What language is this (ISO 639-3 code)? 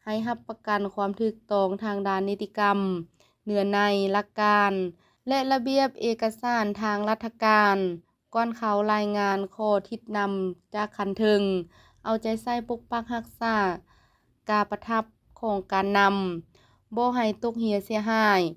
lao